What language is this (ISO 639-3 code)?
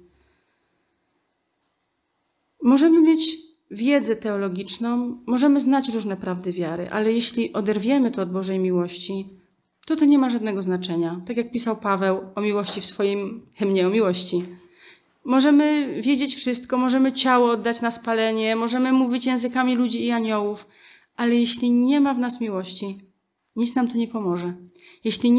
pol